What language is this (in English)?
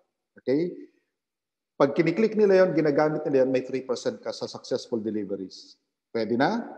Filipino